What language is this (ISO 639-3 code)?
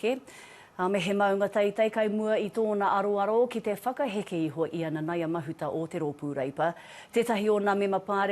mri